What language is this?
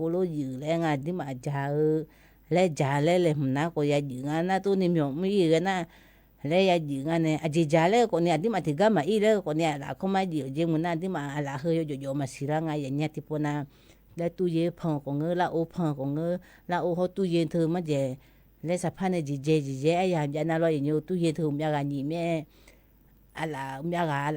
Akha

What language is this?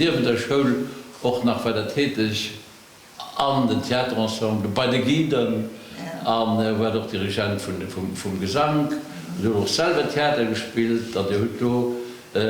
Luxembourgish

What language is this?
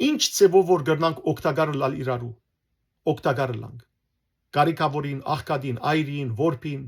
Western Armenian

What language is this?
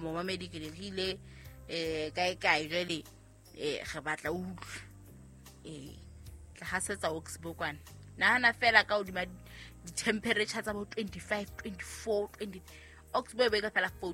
Southern Sotho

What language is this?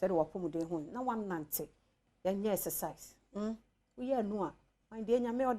Akan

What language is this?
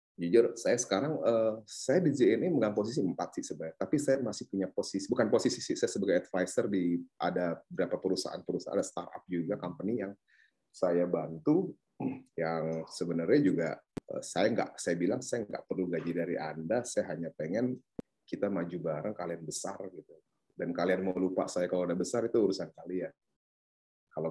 Indonesian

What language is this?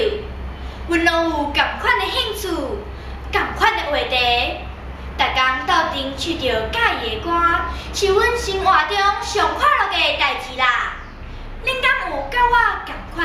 Min Nan Chinese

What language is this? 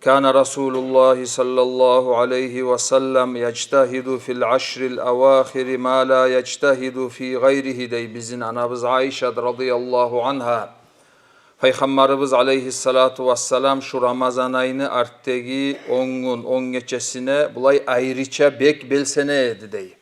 Kumyk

